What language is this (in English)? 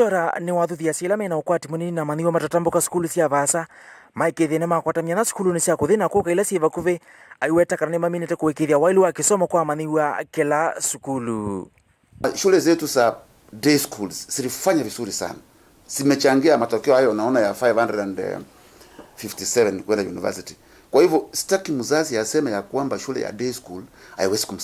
Kamba